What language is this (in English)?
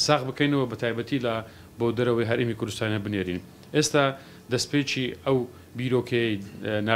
Central Kurdish